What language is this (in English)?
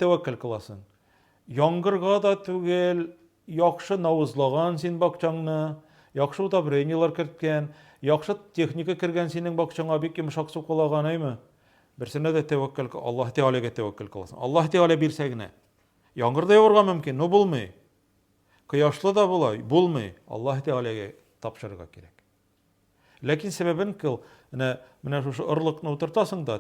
Tatar